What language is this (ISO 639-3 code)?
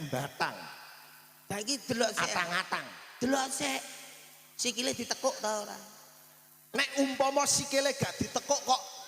jav